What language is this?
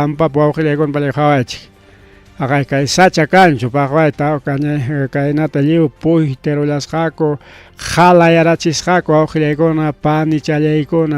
Ayacucho Quechua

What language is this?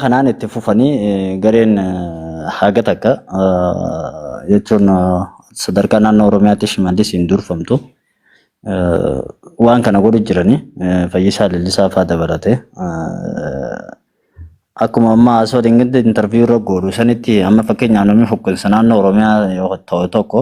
Oromo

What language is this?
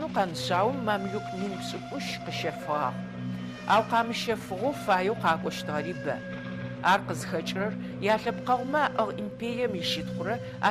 Adyghe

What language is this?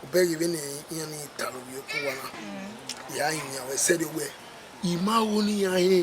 Bini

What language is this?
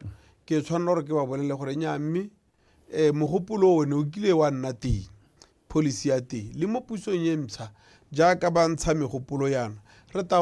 Tswana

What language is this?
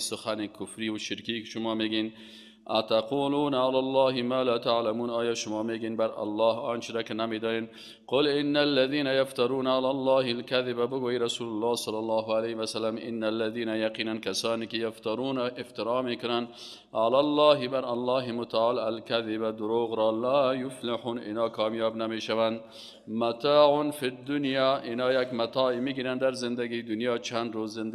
Persian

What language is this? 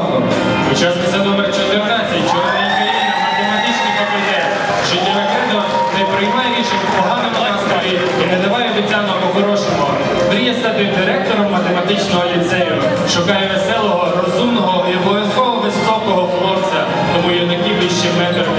Ukrainian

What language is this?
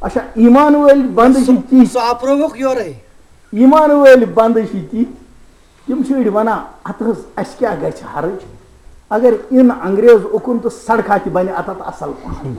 Kashmiri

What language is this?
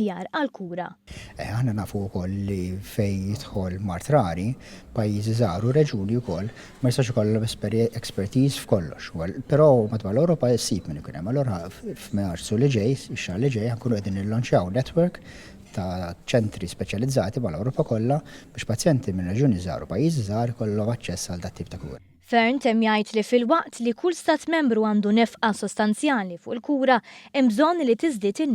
Maltese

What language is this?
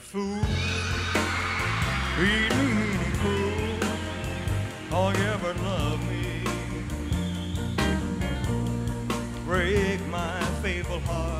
English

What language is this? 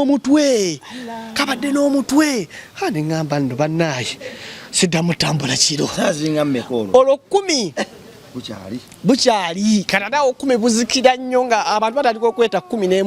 Ganda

